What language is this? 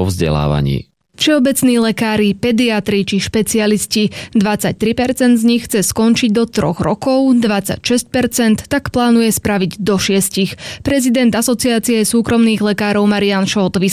Slovak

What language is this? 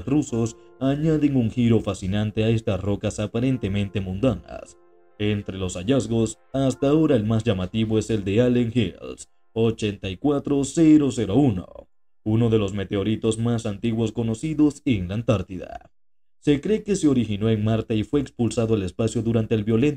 Spanish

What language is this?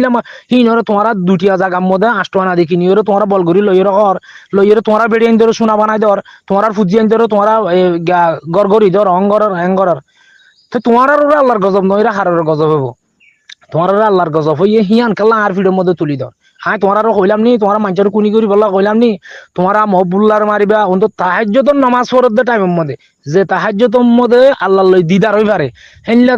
Rohingya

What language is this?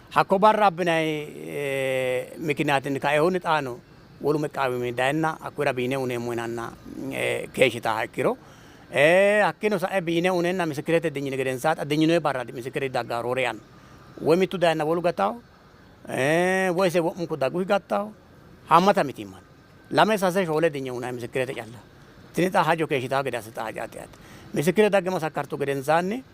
Sidamo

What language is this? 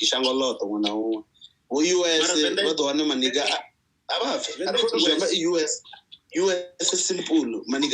Venda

